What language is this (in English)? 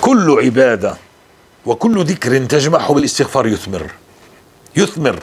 North Levantine Arabic